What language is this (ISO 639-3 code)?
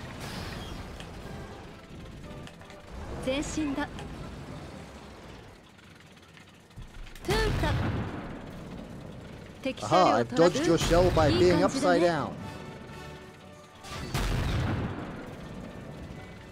eng